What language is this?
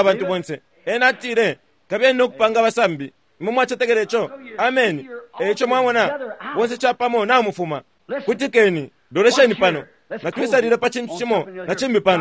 Bemba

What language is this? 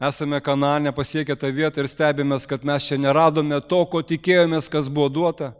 Lithuanian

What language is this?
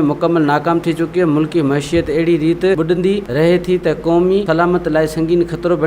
Sindhi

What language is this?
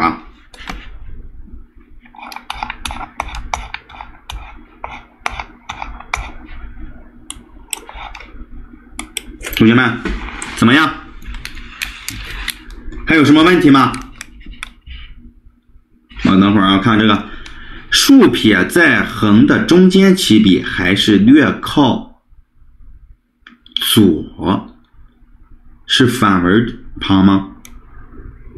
Chinese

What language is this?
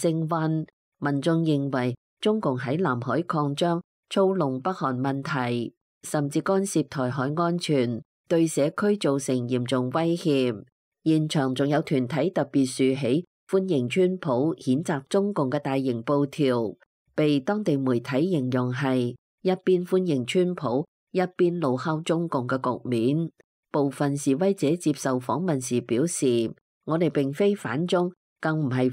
Cantonese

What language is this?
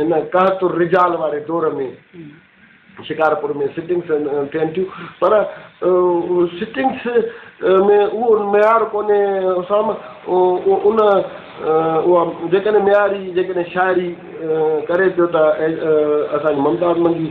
Sindhi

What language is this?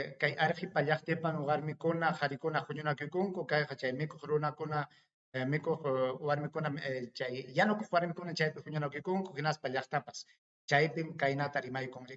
Ayacucho Quechua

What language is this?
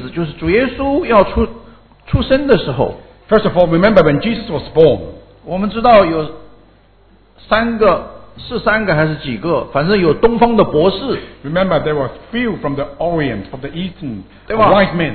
Chinese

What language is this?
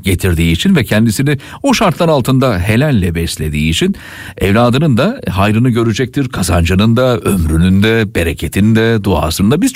Turkish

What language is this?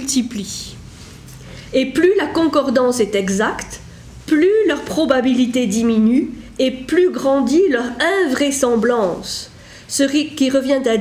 French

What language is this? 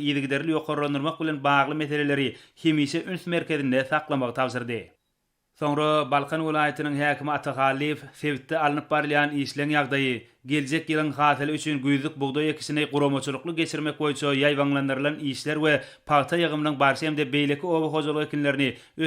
Turkmen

